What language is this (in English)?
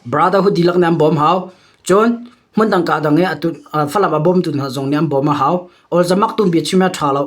Hakha Chin